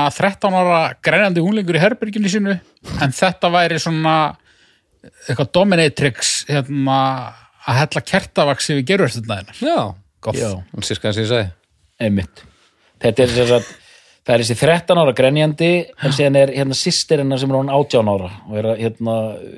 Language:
Icelandic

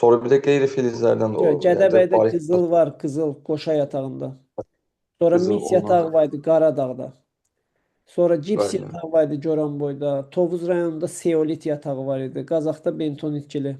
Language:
Azerbaijani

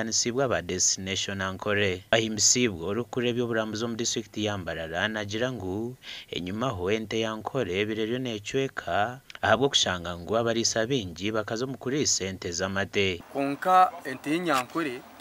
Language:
Nyankole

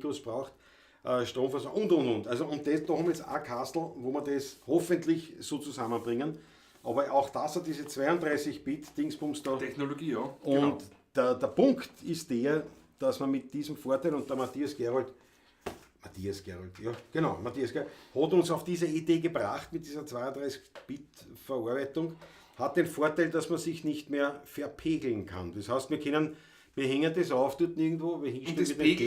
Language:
Bavarian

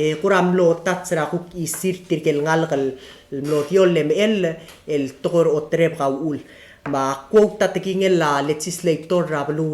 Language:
Palauan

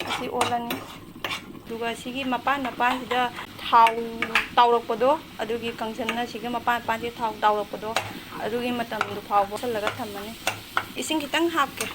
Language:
Manipuri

